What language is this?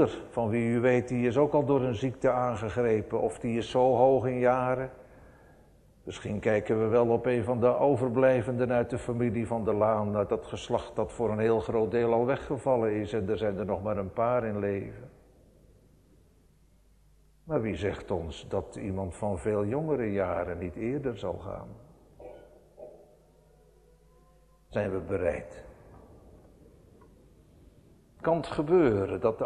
Dutch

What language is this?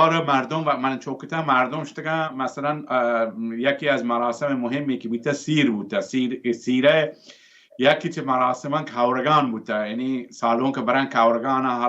Baluchi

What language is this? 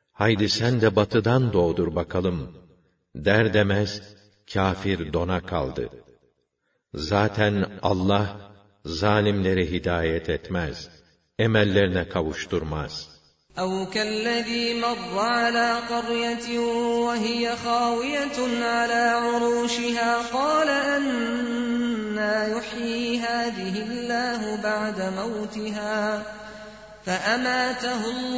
Turkish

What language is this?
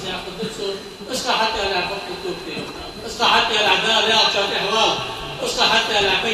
Ingush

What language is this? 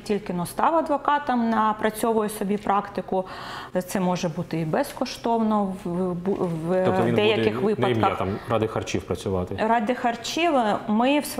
Ukrainian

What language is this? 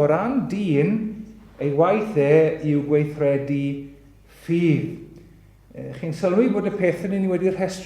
Welsh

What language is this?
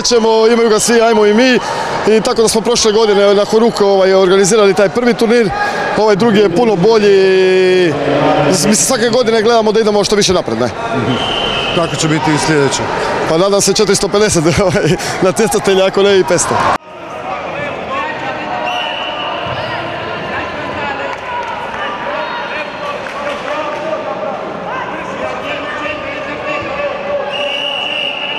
Croatian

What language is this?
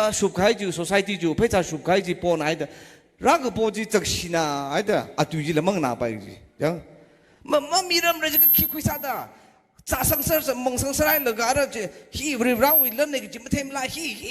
Tangkhul Naga (India)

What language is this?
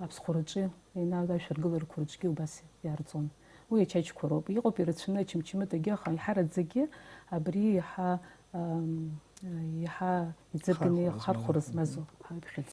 Abkhazian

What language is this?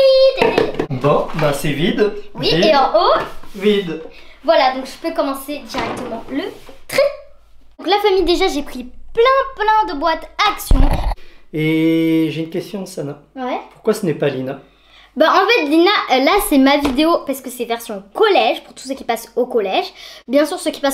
French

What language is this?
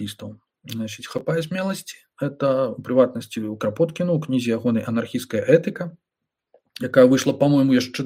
Belarusian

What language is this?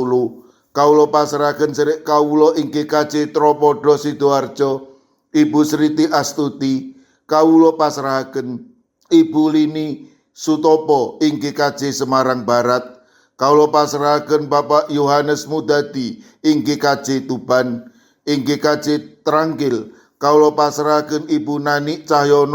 Javanese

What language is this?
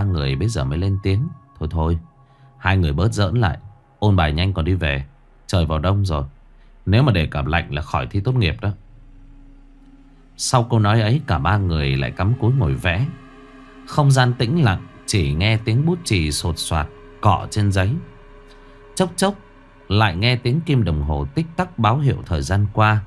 Vietnamese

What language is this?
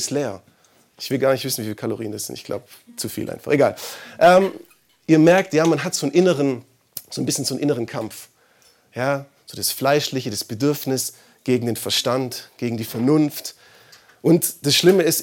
German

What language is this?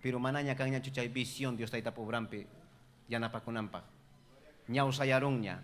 Ayacucho Quechua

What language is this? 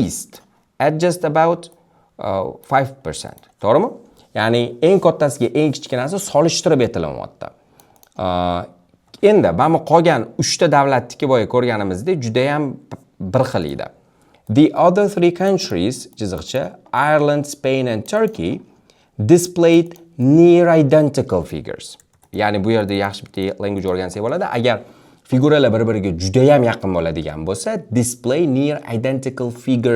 Uzbek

